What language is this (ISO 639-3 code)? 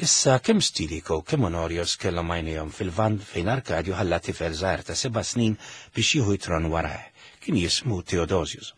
mlt